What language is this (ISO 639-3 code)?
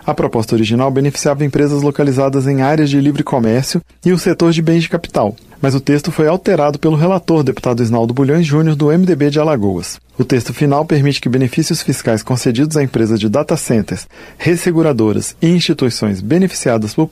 por